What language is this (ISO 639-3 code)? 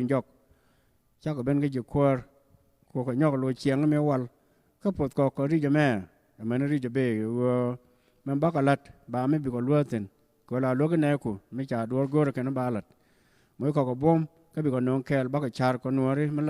nus